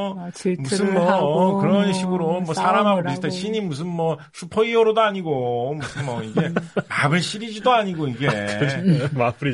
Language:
Korean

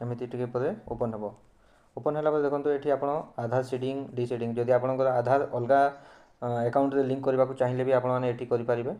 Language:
Odia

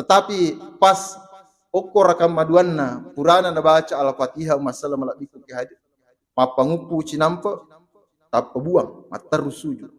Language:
Buginese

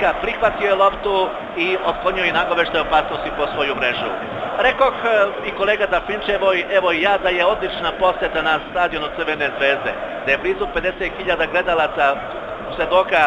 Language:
Serbian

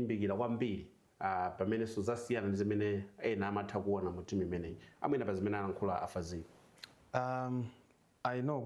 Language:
Nyanja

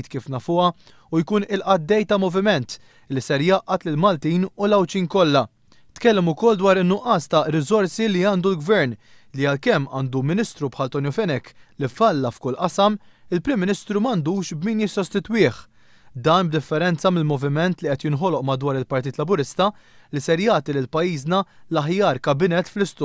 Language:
Maltese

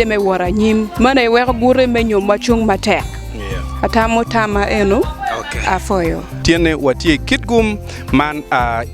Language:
Acoli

